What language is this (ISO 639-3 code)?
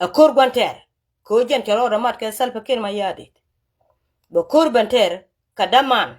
nus